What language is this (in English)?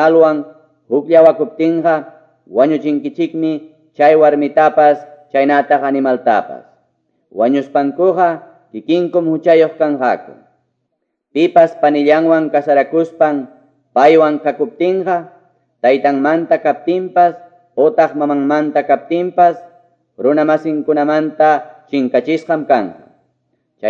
Quechua